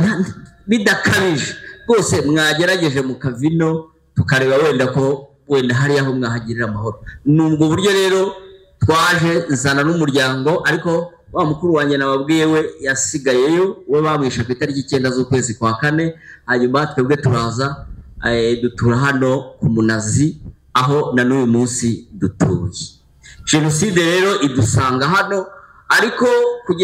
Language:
Kinyarwanda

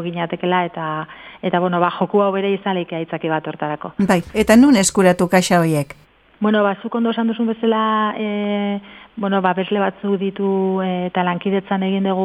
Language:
Basque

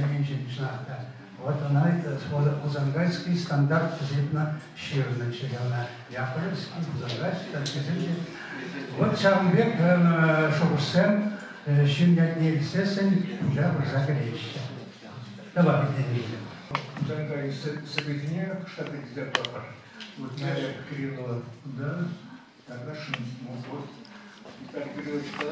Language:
Chuvash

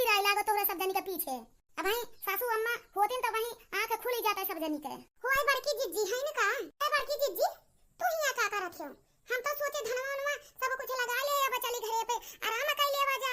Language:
Awadhi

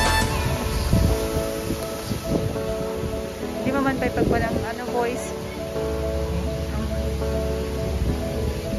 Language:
Filipino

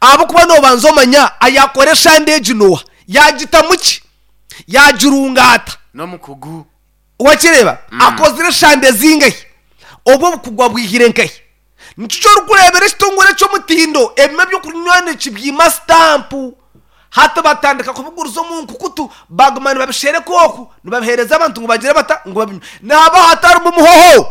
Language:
Nyankole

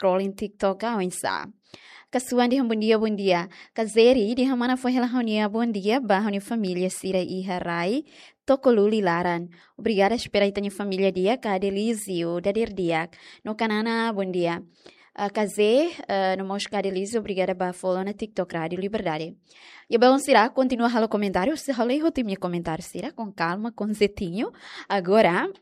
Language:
Tetum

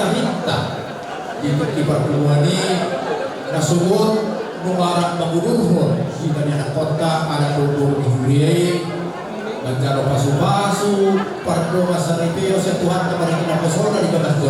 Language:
Batak Toba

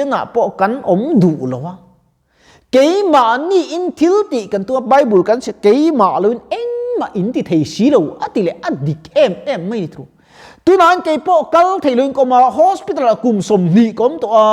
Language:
Mizo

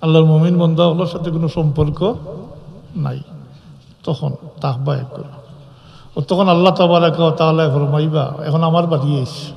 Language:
Sylheti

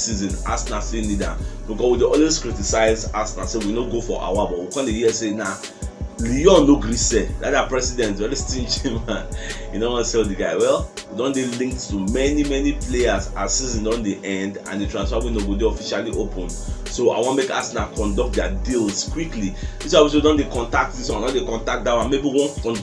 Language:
Nigerian Pidgin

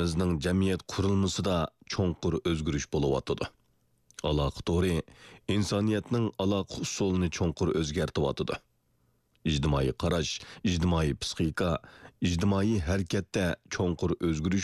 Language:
Uyghur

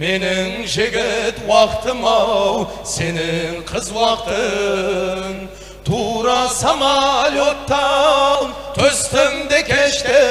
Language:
Kara-Kalpak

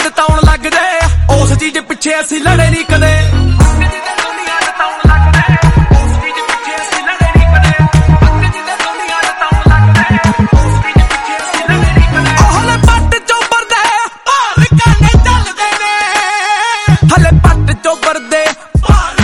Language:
Punjabi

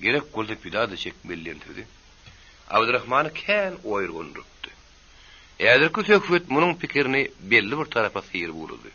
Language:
Turkmen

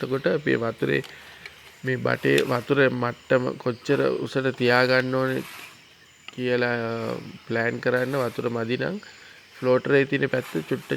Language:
Sinhala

